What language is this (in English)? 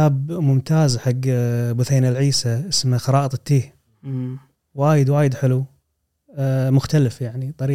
Gulf Arabic